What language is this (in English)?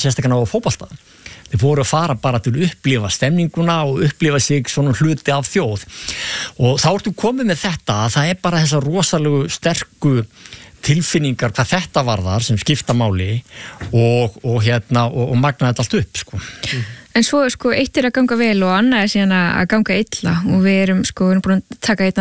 Icelandic